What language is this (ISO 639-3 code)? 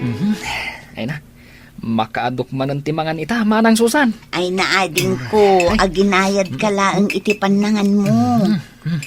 ilo